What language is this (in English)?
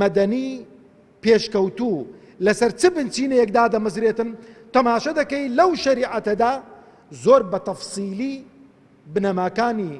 Central Kurdish